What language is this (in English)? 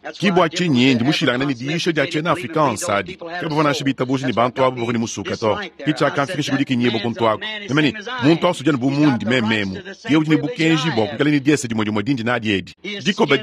Luba-Lulua